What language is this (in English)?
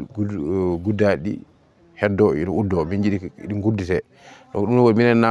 Fula